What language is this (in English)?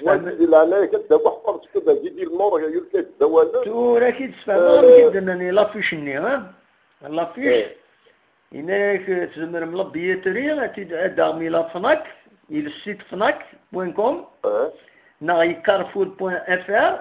Kabyle